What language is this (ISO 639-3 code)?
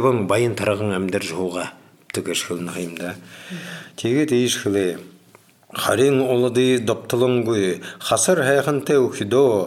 kaz